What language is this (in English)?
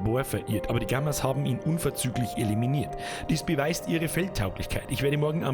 Bavarian